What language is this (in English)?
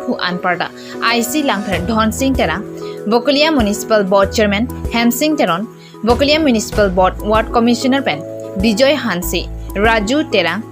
Karbi